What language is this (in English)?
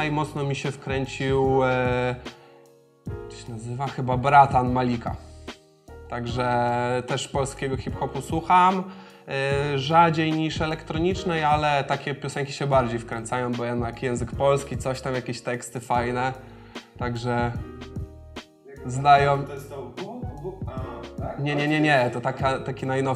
Polish